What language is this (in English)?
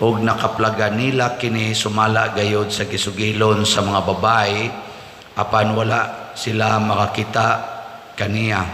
Cebuano